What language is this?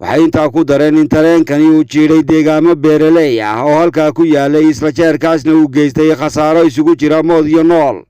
Somali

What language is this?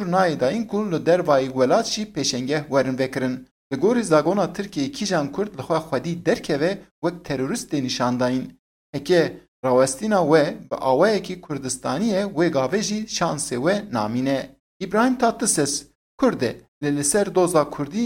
Kurdish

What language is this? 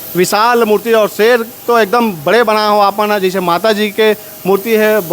Chhattisgarhi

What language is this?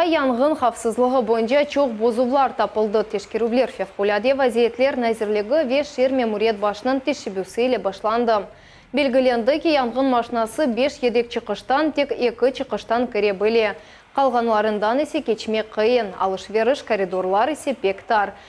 Crimean Tatar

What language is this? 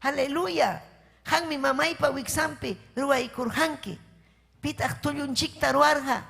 Ayacucho Quechua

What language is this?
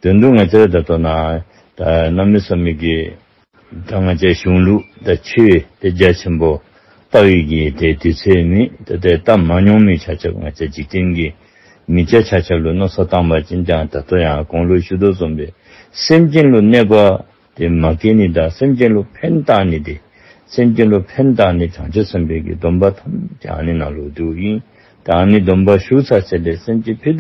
Dzongkha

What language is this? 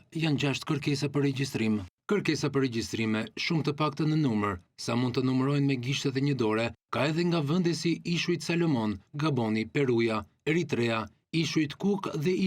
Albanian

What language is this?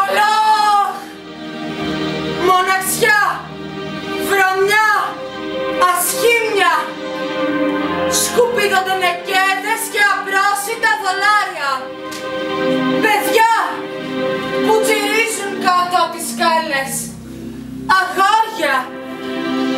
Greek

